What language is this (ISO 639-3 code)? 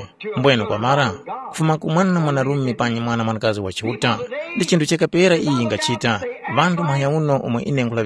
tum